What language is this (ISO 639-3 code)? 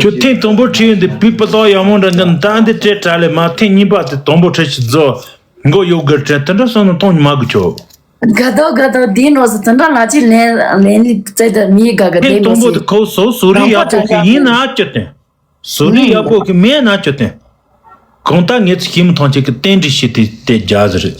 bod